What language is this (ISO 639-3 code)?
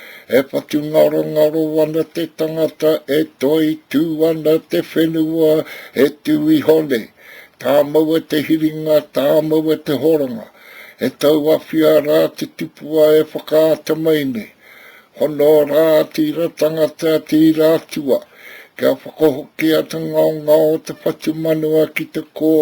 mri